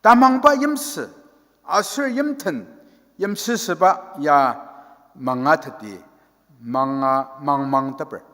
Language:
Ao Naga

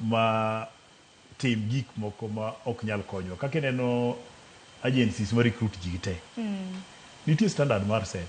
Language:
Luo (Kenya and Tanzania)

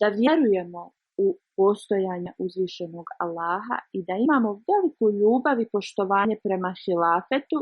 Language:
Bosnian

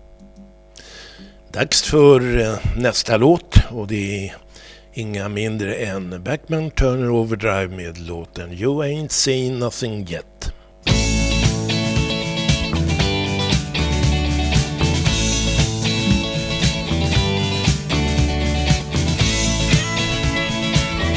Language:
Swedish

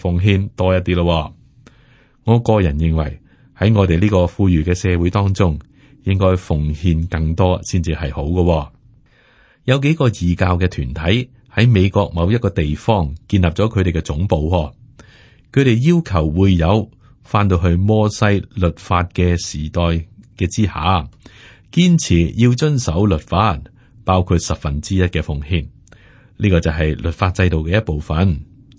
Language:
Cantonese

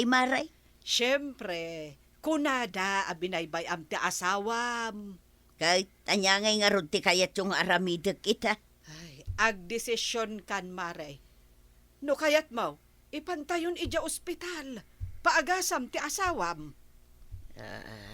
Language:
Iloko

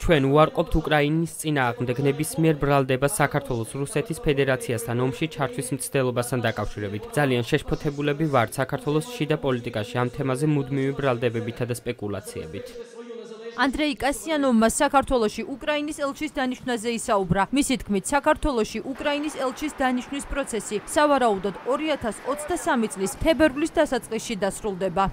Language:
Georgian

